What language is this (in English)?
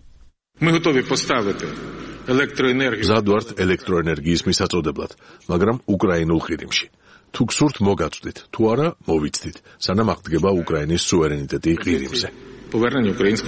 Georgian